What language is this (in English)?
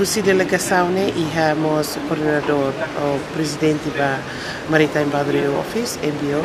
Tetum